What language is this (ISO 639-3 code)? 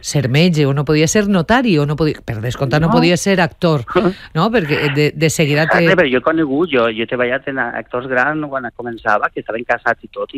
cat